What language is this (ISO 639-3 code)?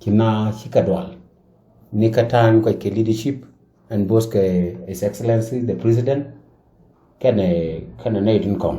nus